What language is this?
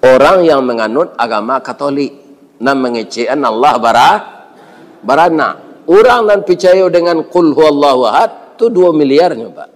Minangkabau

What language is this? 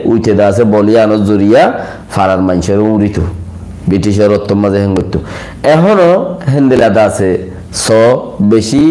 Rohingya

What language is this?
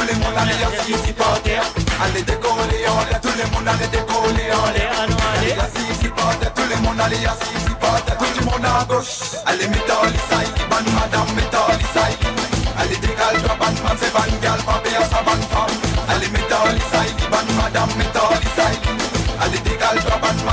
Morisyen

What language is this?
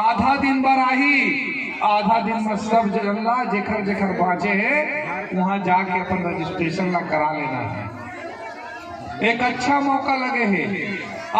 Chhattisgarhi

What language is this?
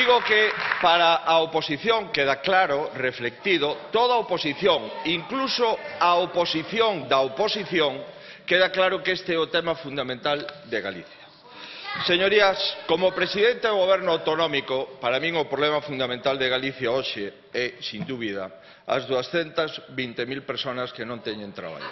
Galician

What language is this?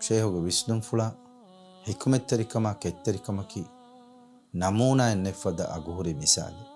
Divehi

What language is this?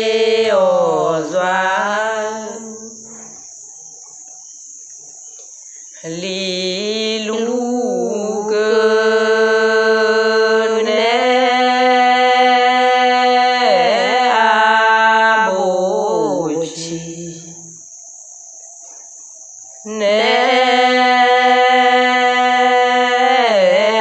Vietnamese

